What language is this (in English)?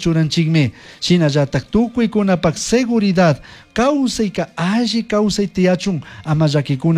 Chimborazo Highland Quichua